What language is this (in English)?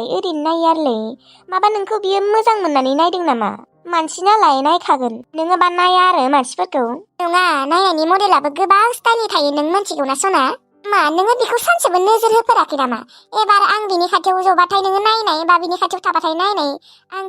Bodo